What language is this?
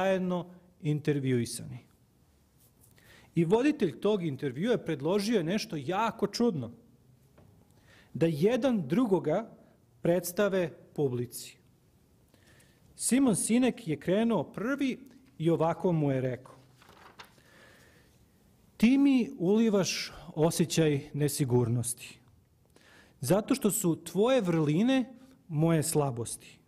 Serbian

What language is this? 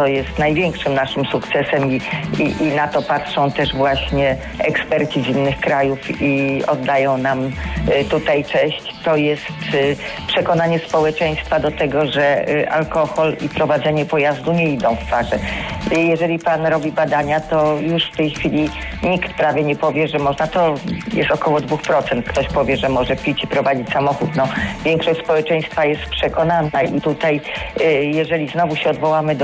Polish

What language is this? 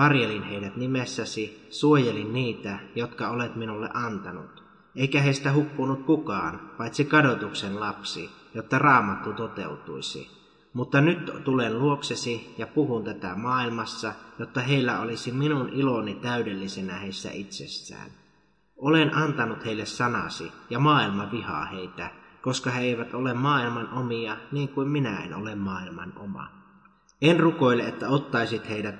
Finnish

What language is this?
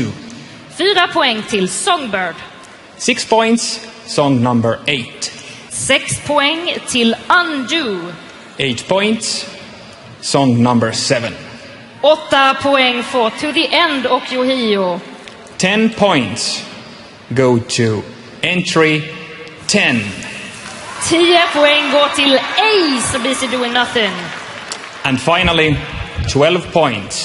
Swedish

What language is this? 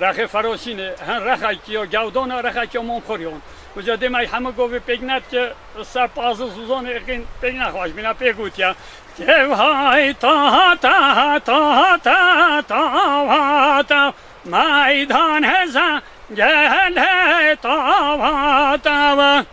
Kurdish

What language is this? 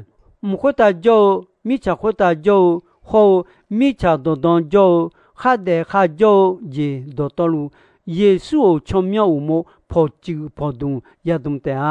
Akha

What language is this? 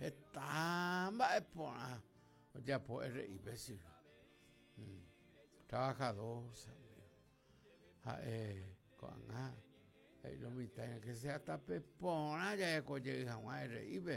Guarani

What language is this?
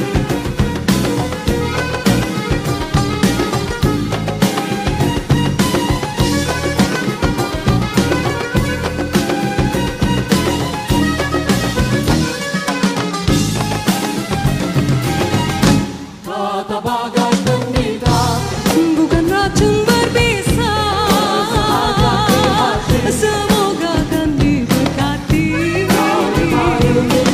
Malay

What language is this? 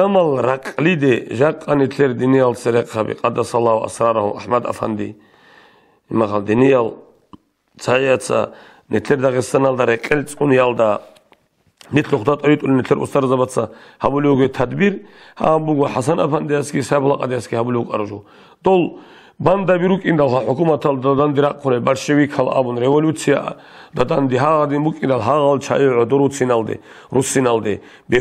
Avaric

